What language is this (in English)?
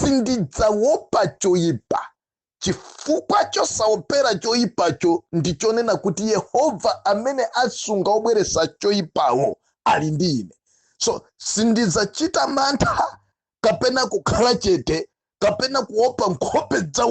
Nyanja